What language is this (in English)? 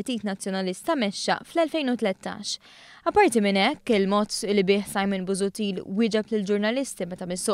Maltese